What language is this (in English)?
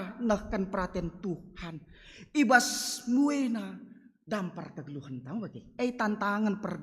Batak Karo